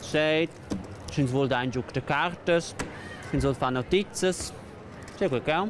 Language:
Romansh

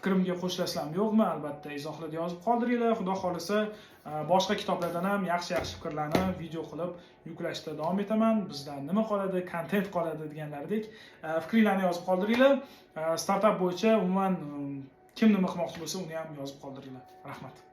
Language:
Uzbek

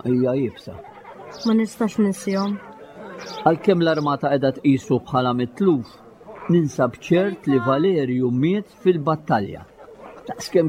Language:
Maltese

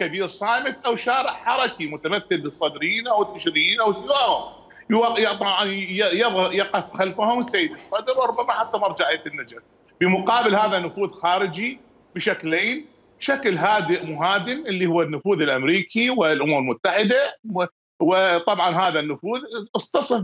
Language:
Mesopotamian Arabic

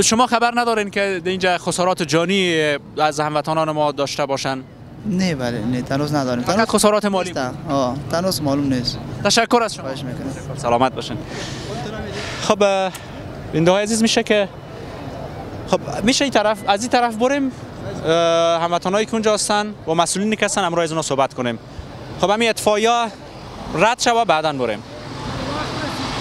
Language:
Persian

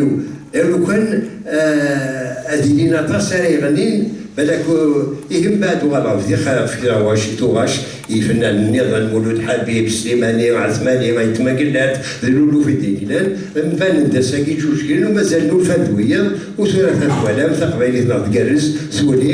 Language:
Kabyle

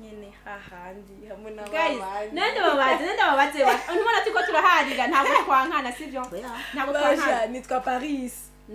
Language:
Rundi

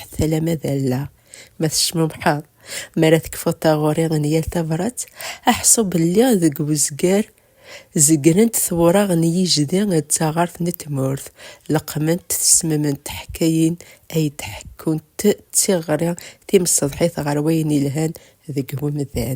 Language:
Kabyle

